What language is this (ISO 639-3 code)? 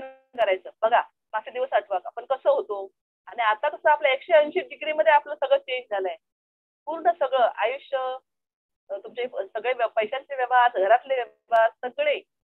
mar